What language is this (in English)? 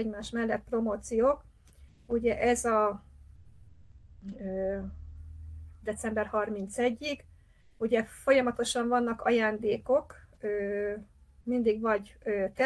Hungarian